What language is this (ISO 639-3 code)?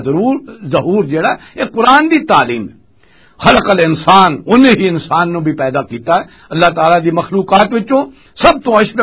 lah